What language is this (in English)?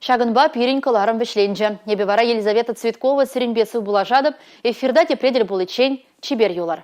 Chuvash